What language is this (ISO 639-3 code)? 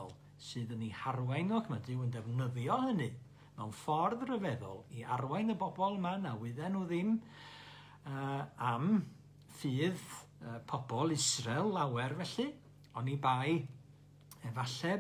cym